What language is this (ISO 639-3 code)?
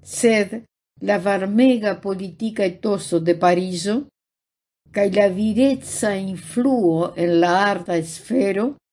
epo